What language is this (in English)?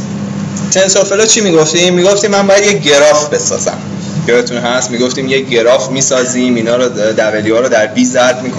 Persian